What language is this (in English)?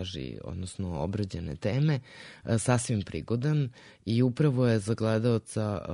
Serbian